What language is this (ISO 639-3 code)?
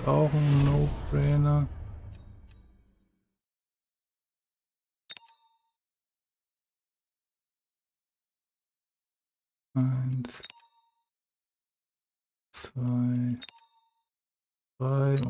deu